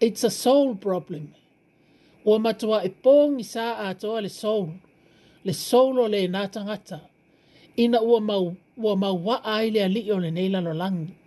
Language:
Samoan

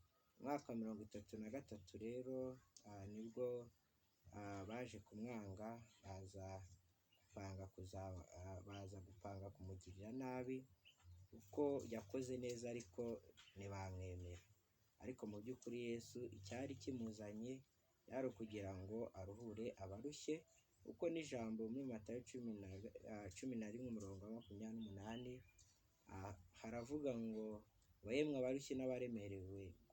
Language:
Kinyarwanda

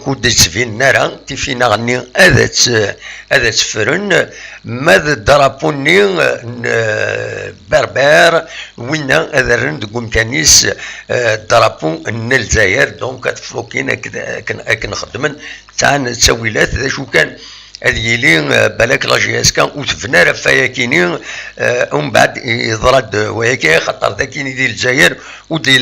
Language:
Kabyle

